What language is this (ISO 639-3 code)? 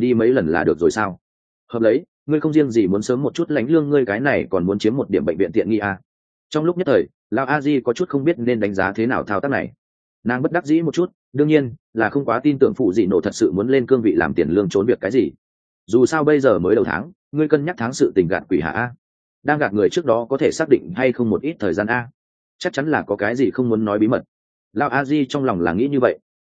vie